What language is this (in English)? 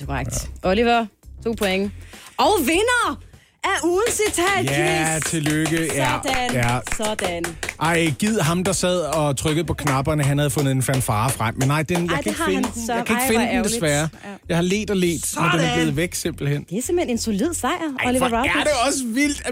Danish